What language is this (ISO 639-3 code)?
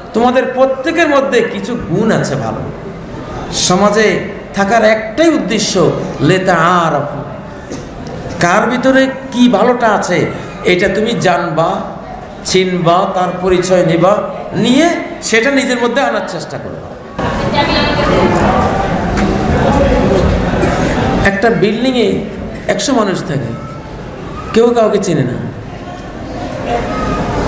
ben